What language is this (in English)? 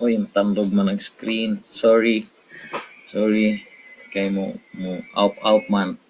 Cebuano